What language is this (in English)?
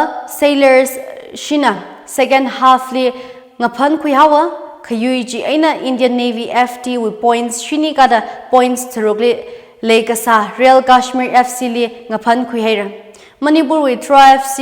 Tangkhul Naga (India)